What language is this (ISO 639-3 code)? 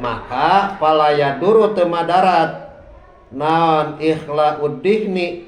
sun